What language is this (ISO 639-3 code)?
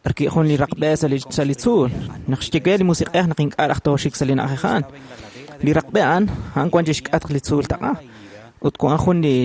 kek